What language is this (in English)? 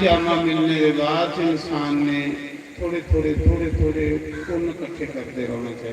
Dogri